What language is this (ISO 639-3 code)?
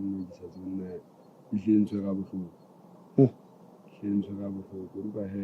sot